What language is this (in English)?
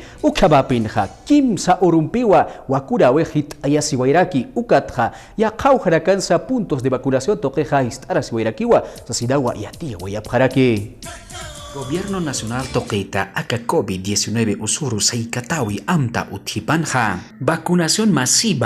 Aymara